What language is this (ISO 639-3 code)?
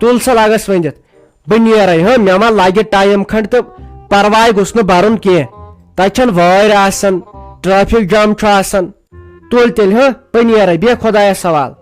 kas